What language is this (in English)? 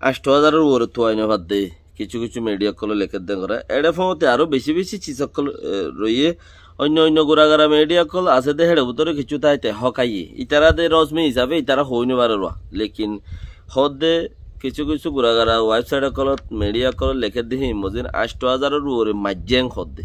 Rohingya